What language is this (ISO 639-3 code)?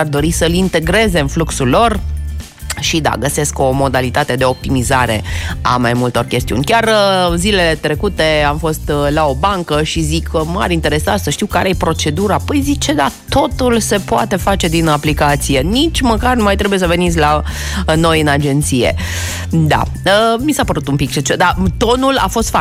ron